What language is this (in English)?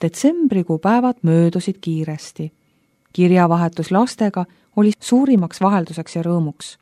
Estonian